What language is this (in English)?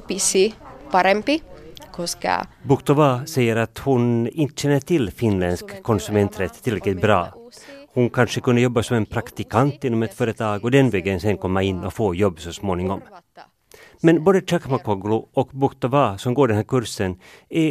Swedish